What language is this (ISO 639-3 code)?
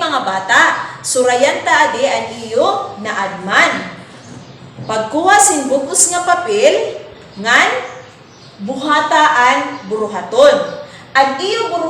war